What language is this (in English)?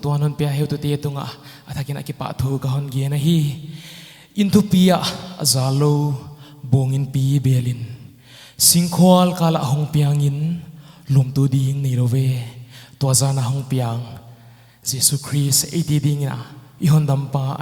Paite Chin